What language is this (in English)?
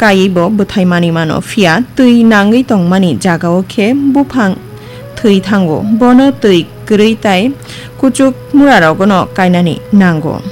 Kok Borok